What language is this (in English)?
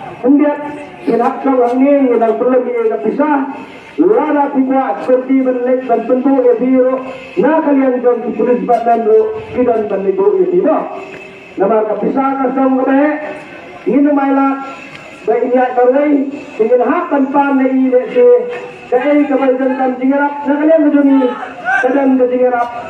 Khasi